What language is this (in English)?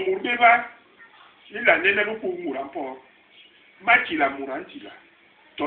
Basaa